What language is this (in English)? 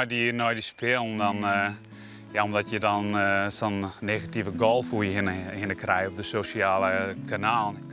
Western Frisian